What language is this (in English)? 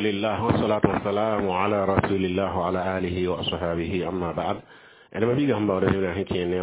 Mossi